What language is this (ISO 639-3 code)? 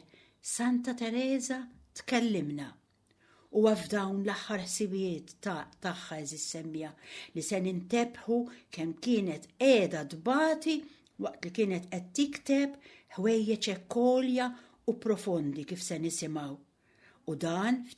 mlt